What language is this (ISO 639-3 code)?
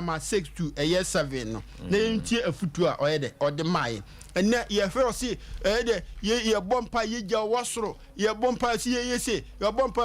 aka